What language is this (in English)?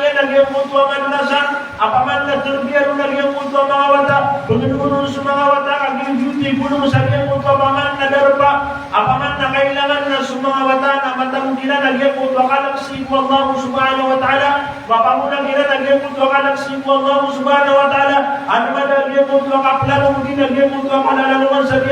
Maranao